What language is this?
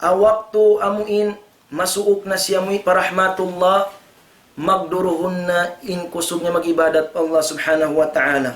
Tausug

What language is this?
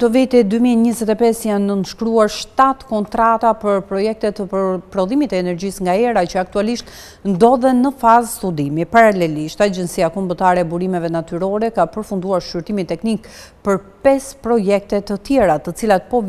Albanian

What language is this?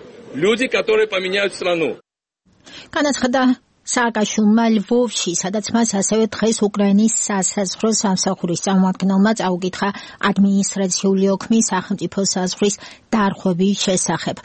Georgian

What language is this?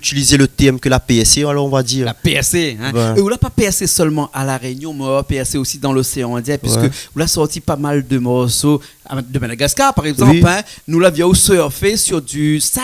Réunion Creole French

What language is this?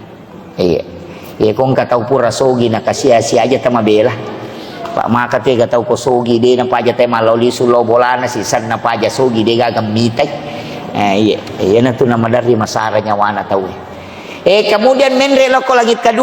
Buginese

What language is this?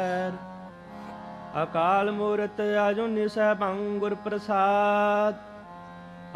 Punjabi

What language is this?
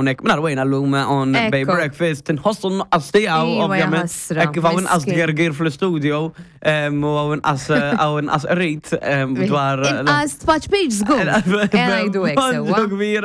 Maltese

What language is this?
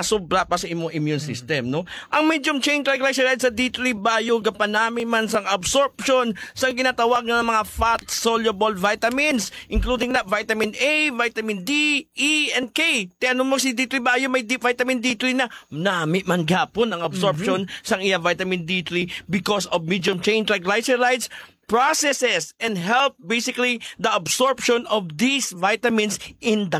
Hiligaynon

